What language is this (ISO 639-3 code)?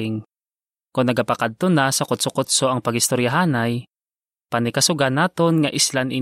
hil